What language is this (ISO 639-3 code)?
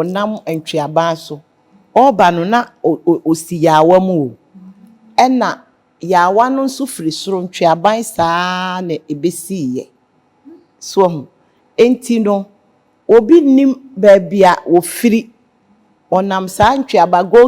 aka